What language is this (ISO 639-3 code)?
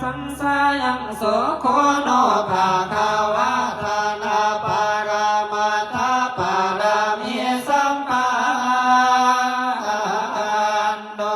pli